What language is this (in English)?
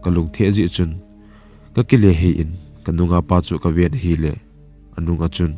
Thado Chin